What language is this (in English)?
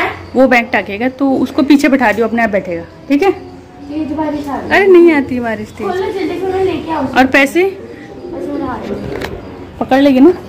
Hindi